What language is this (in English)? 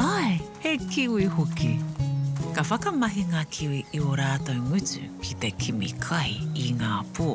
Māori